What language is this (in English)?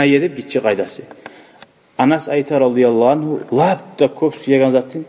Kumyk